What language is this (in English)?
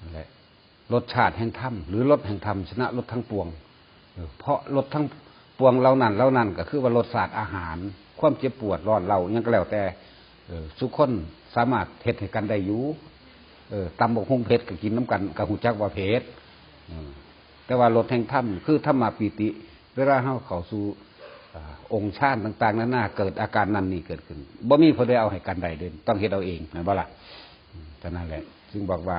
Northeastern Thai